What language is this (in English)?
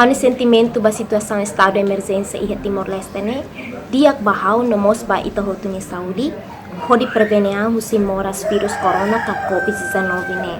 Tetum